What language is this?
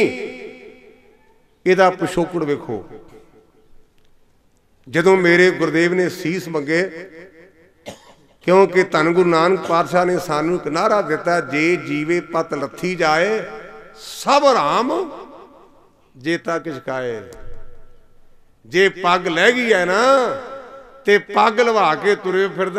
Punjabi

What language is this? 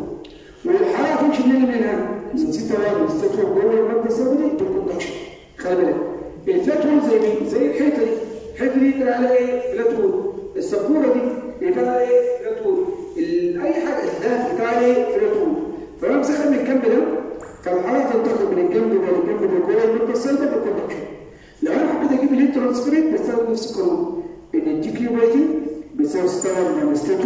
Egyptian Arabic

